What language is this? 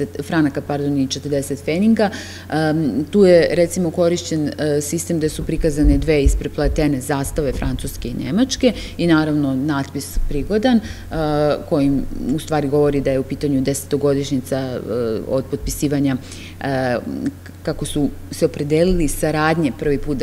Serbian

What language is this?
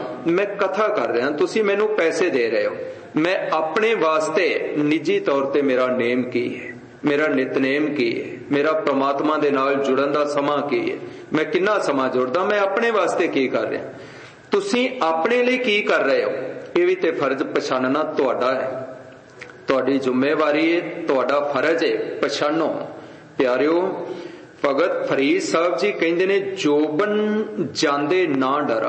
Punjabi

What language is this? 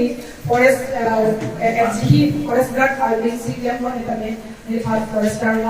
Karbi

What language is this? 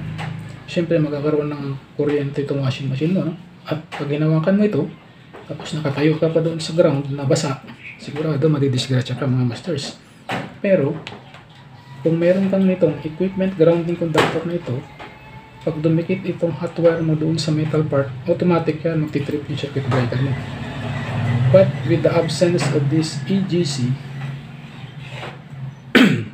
Filipino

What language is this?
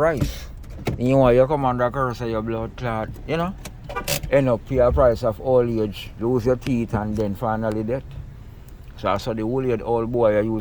Jamaican Creole English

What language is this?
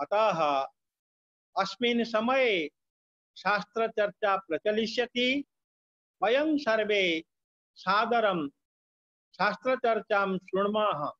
Sanskrit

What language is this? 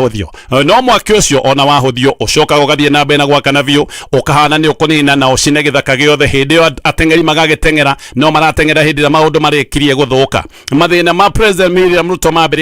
Kikuyu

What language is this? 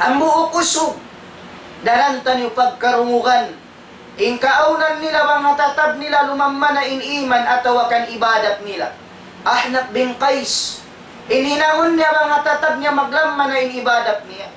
Tausug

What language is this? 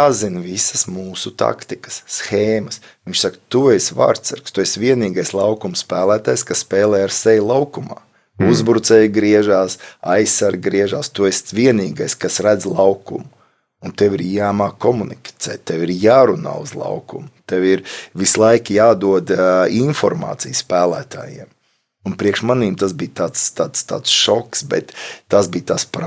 Latvian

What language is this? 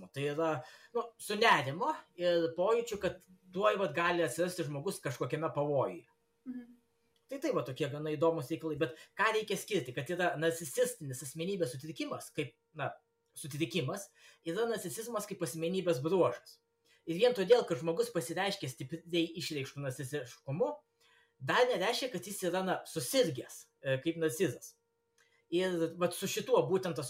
Lithuanian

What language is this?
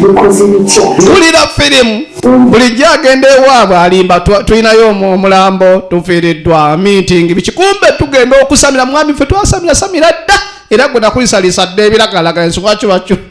Ganda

